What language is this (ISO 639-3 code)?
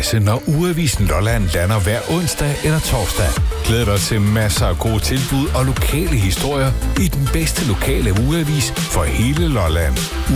dan